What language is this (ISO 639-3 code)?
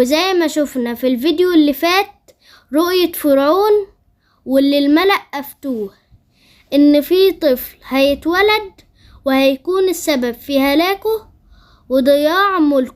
arz